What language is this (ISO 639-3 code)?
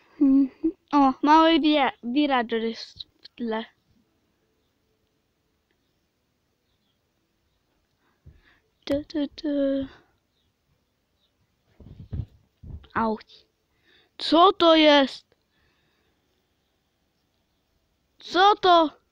pol